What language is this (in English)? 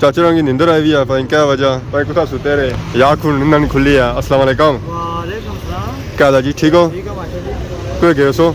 Pahari-Potwari